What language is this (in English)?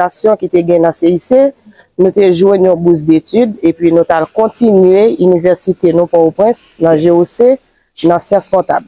Haitian Creole